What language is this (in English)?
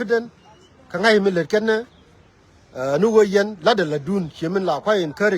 Nuer